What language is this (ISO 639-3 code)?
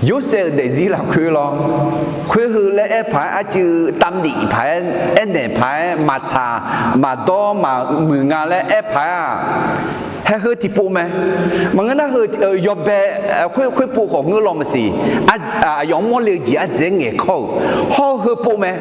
ahk